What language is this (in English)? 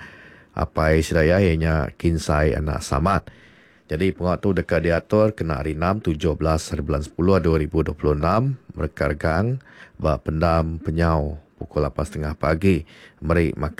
Iban